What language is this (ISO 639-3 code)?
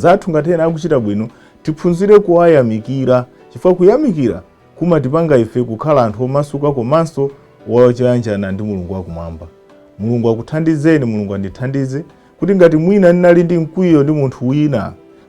nya